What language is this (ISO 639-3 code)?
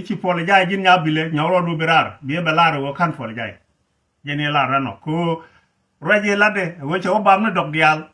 nus